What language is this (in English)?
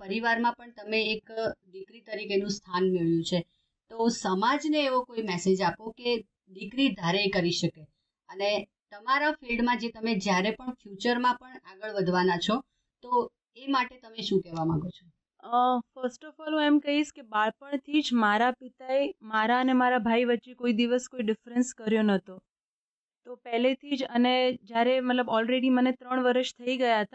Gujarati